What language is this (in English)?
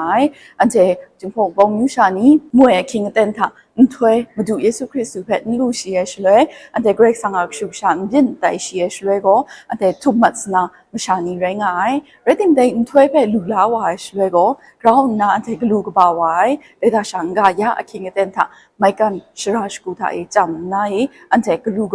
Kachin